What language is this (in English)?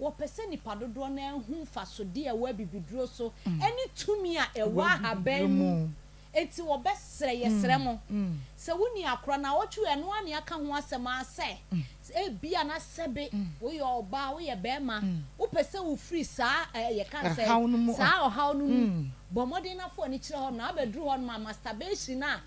Akan